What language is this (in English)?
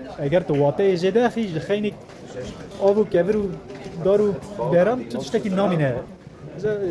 Kurdish